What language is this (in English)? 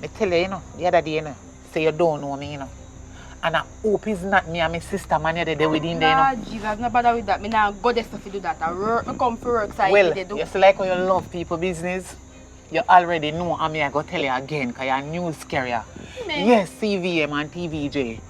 Jamaican Creole English